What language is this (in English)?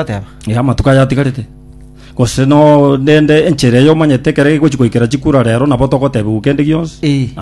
Gusii